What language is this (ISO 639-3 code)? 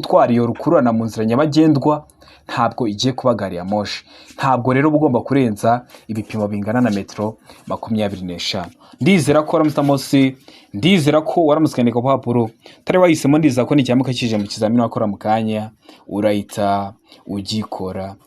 kin